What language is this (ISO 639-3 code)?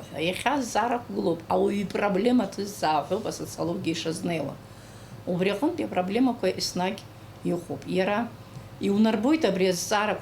abk